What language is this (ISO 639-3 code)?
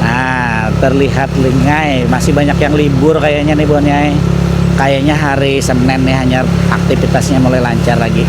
bjn